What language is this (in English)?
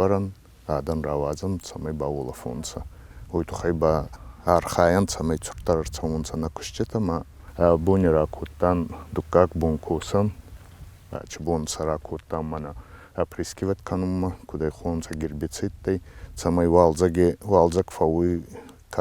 Ossetic